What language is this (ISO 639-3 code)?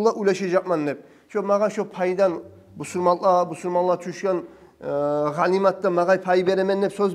kum